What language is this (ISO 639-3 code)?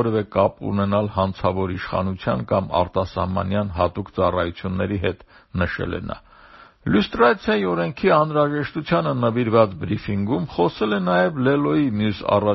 hye